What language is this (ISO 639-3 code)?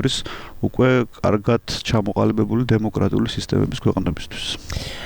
kat